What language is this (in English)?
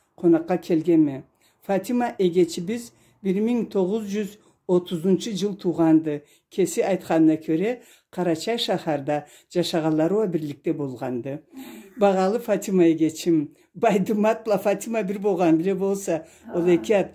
Karachay-Balkar